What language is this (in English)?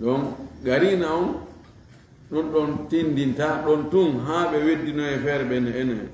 Fula